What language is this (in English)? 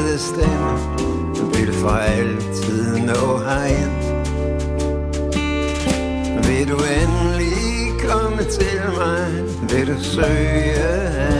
Danish